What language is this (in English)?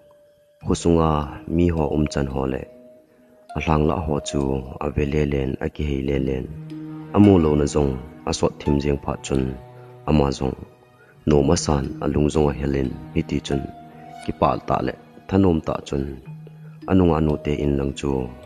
Thado Chin